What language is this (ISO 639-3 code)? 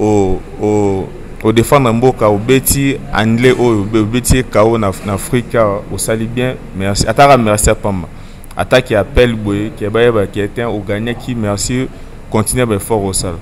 lin